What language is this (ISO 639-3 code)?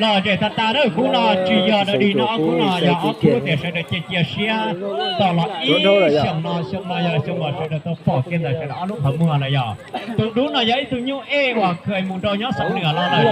hmn